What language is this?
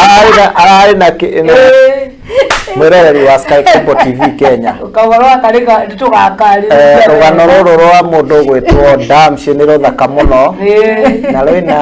Kikuyu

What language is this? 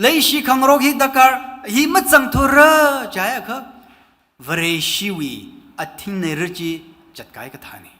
Tangkhul Naga (India)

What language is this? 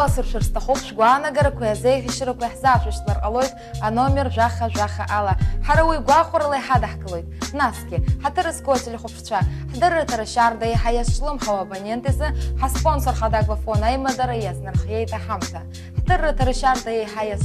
Abkhazian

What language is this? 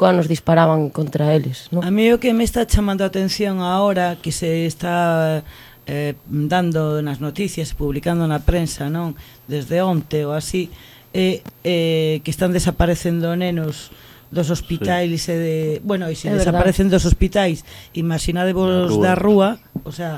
Galician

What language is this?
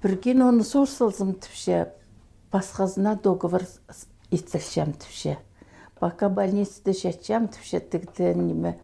Khakas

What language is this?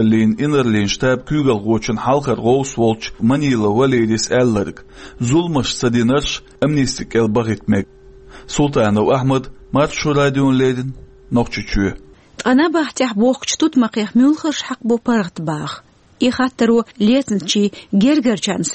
Chechen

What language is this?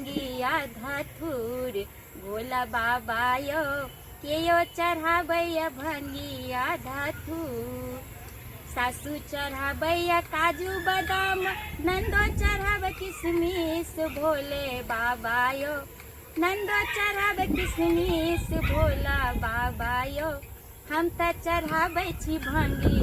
Maithili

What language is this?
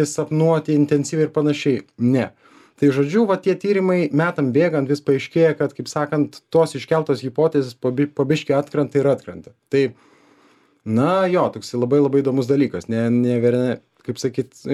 Lithuanian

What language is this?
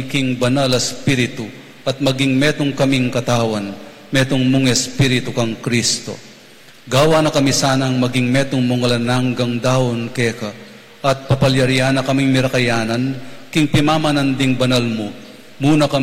Pampanga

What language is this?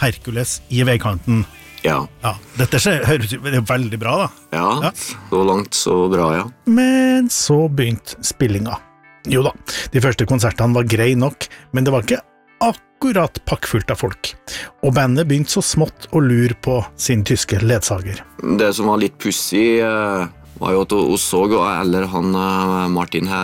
Norwegian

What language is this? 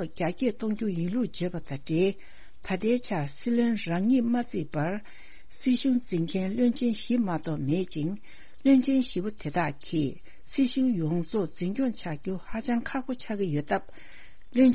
Tibetan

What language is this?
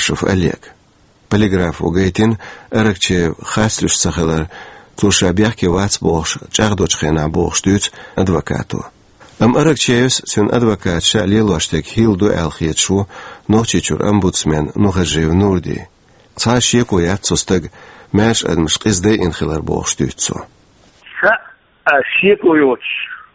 Chechen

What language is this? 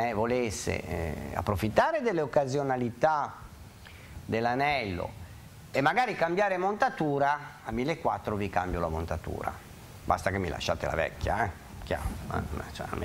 Italian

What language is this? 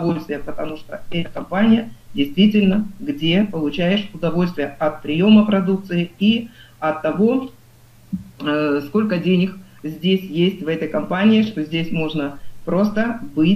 Russian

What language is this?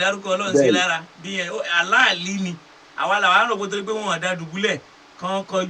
Yoruba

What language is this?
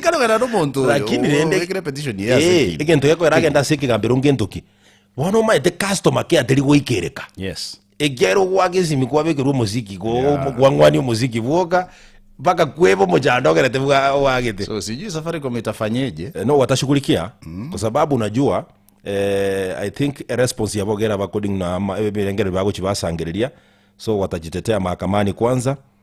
Gusii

